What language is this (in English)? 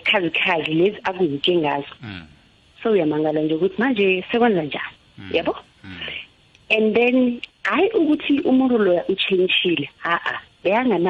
South Ndebele